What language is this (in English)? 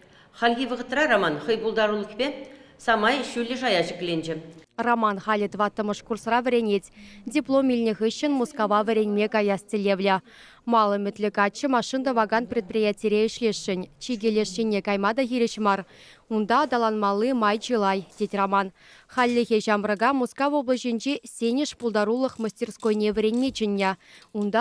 Chuvash